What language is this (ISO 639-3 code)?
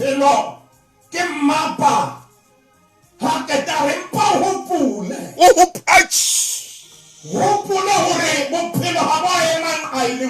sot